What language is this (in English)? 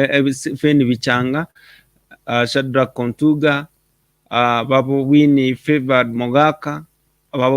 Gusii